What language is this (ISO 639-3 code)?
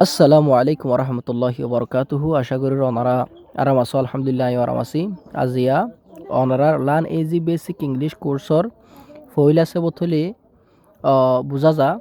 rhg